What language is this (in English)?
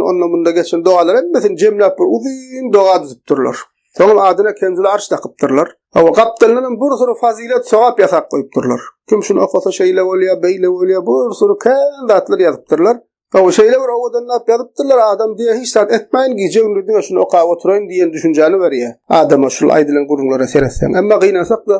Turkmen